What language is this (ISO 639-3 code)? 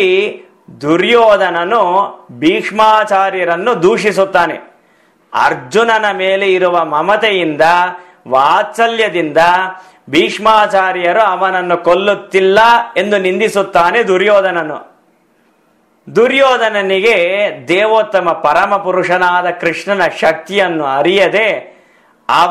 kan